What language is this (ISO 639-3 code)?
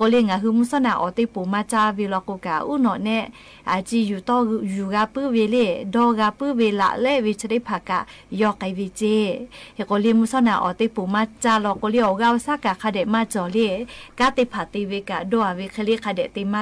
lhu